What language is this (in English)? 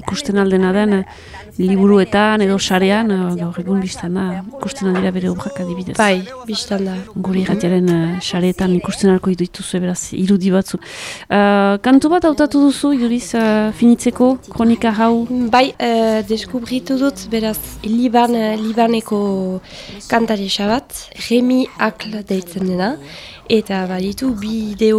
Basque